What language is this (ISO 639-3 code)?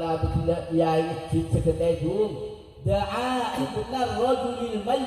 mad